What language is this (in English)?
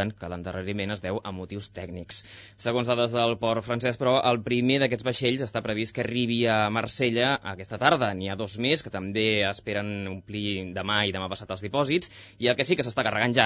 Catalan